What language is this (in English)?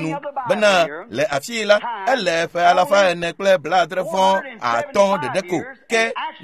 Ewe